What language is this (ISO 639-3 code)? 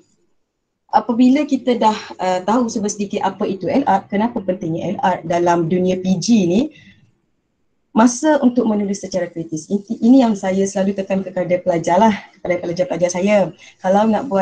msa